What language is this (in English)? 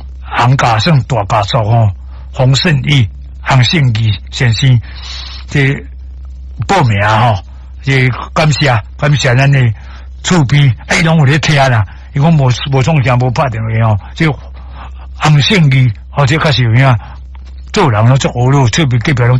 Min Nan Chinese